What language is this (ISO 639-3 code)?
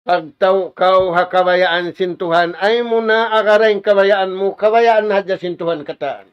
tsg